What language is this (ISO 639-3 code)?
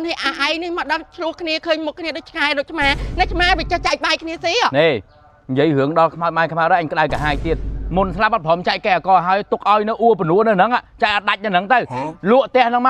khm